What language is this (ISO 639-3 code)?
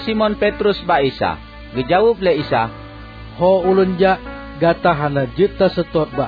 ace